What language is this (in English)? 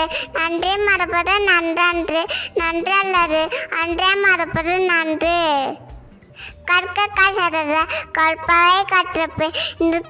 Tamil